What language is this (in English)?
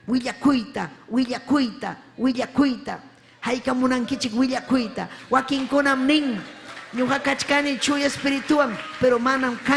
Ayacucho Quechua